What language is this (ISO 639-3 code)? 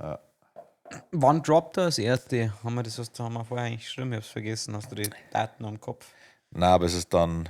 bar